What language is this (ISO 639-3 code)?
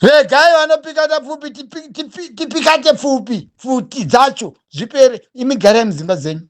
sna